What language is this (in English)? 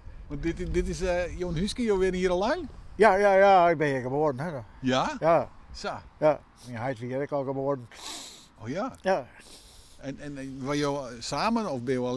Western Frisian